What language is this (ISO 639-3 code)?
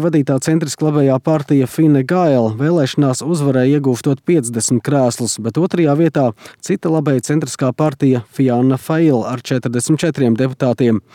lav